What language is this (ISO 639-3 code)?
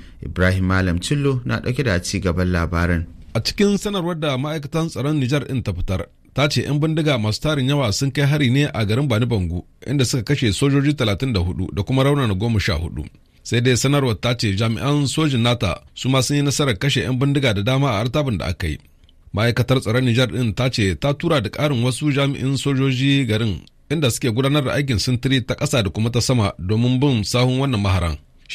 hau